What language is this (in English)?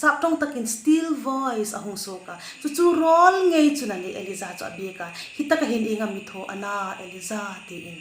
Hmar